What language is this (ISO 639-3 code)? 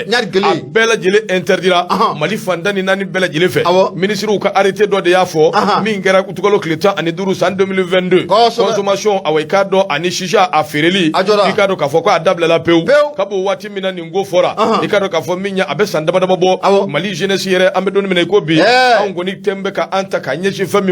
bam